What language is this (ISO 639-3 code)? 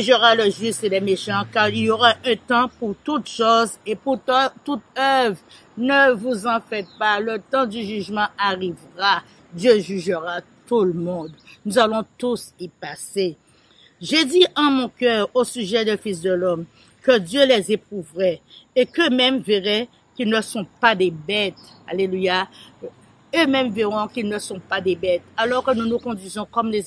fra